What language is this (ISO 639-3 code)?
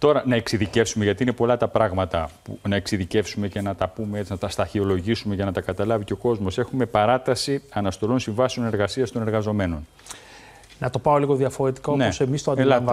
ell